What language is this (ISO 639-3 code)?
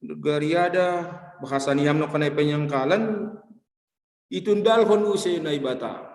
bts